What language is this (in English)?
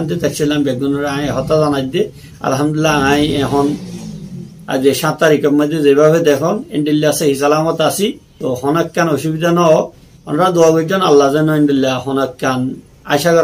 Rohingya